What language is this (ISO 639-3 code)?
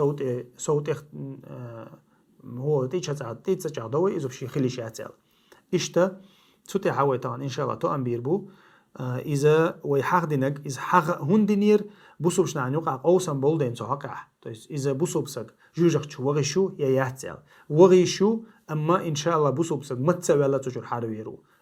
che